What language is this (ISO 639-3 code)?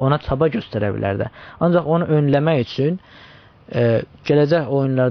azb